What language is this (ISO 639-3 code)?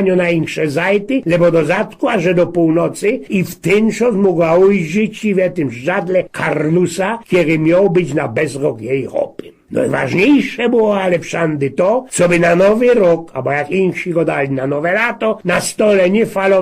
szl